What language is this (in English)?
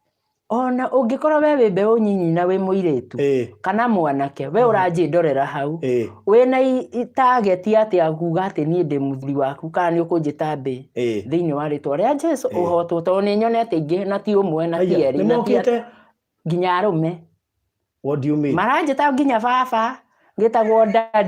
Kikuyu